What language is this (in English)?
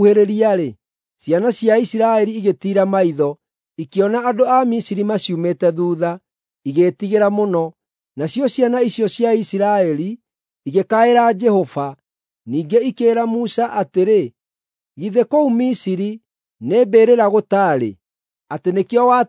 Kikuyu